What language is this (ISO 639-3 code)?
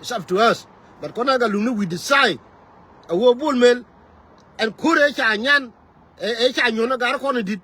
nus